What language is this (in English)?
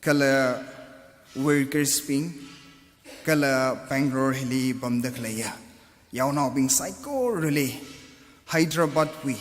Tangkhul Naga (India)